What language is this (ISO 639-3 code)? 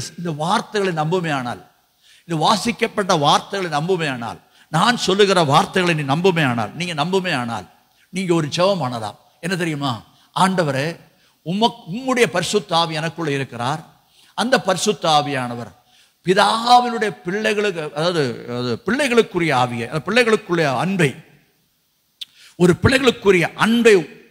tam